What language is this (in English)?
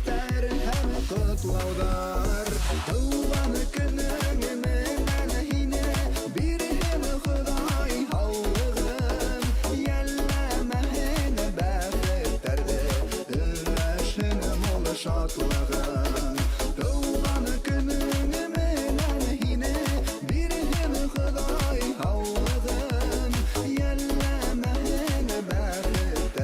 Bashkir